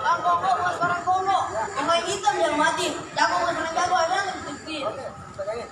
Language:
Betawi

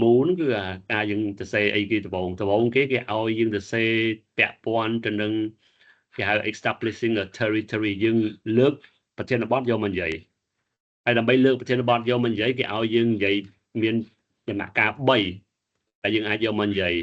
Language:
Khmer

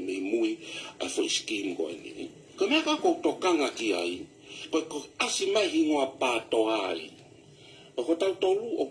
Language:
Tongan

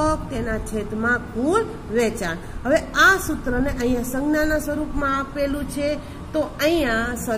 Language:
Gujarati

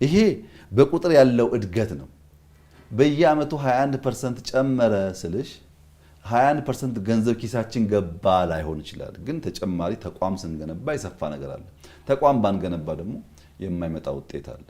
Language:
Amharic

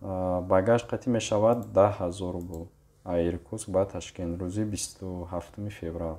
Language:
Tajik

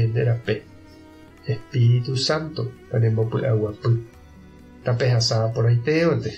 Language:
Guarani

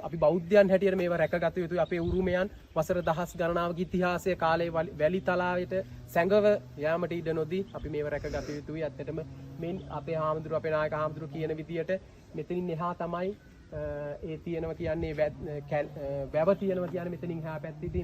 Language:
Sinhala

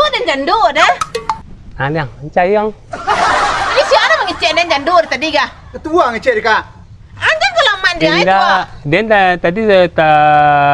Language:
Minangkabau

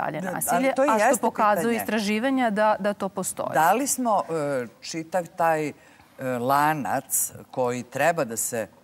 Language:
Serbian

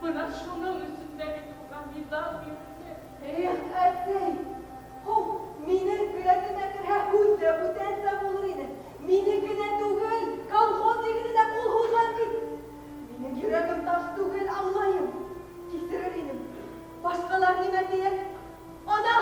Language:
Bashkir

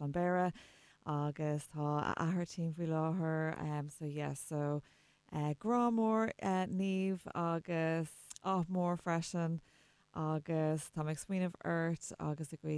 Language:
Irish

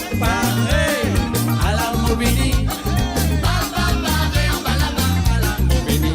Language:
Morisyen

